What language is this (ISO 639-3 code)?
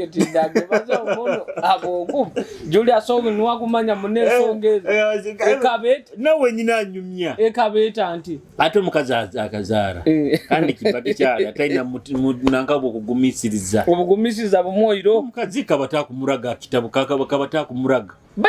nyo